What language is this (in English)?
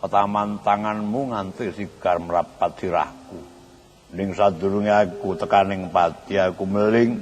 Javanese